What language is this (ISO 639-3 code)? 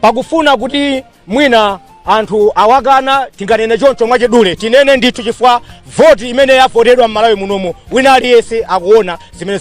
nya